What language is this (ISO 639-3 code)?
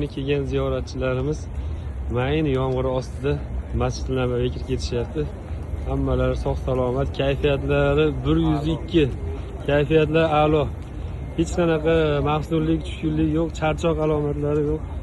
uzb